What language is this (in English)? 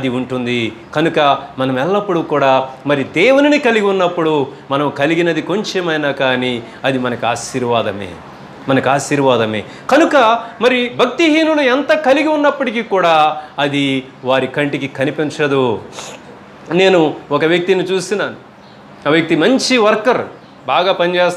Telugu